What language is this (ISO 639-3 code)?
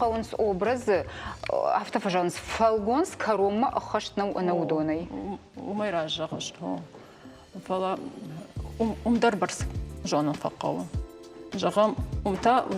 oss